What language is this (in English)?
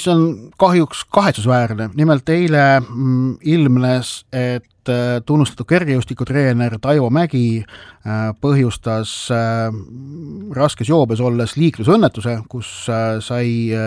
Estonian